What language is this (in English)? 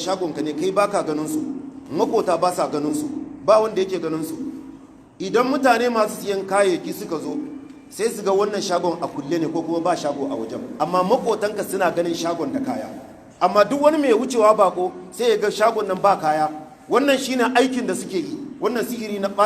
Hausa